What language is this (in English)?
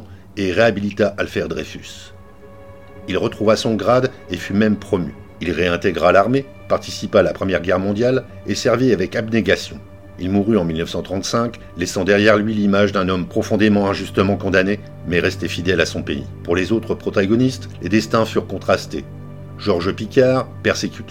French